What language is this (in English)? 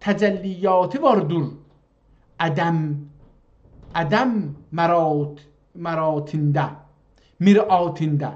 South Azerbaijani